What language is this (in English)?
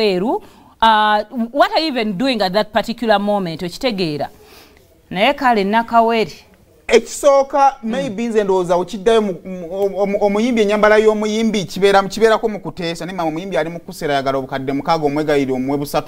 Ganda